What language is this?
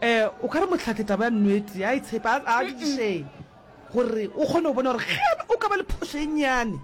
Northern Sotho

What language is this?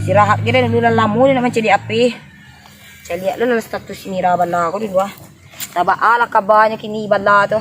Minangkabau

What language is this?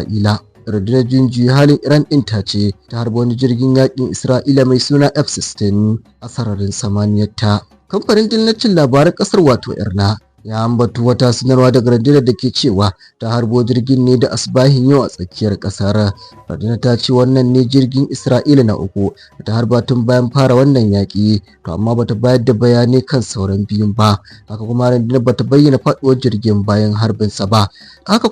Hausa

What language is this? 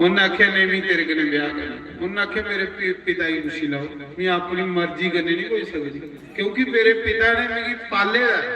Dogri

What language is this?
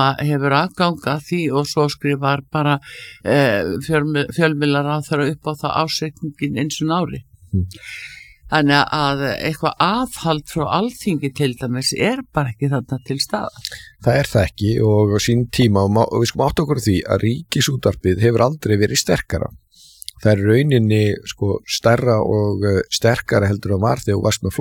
Icelandic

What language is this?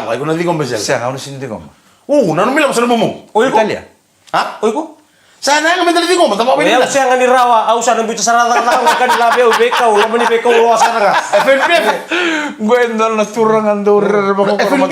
Fijian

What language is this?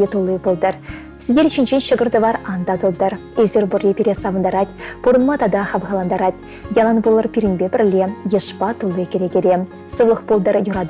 Chuvash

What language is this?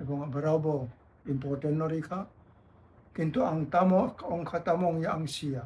Kok Borok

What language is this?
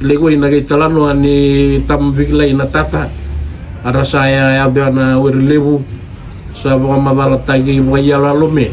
Fijian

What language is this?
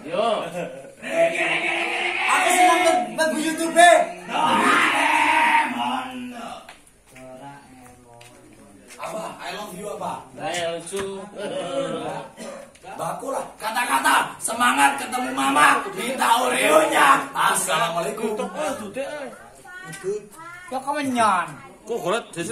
Indonesian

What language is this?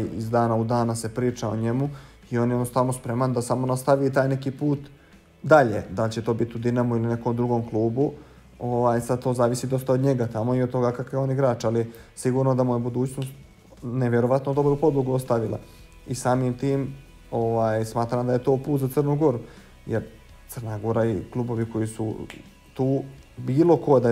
Bosnian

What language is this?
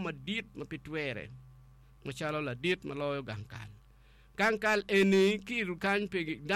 Acoli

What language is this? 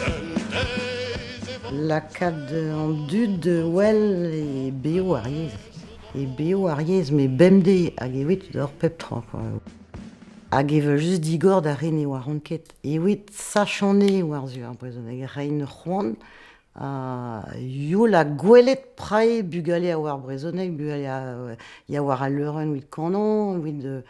Breton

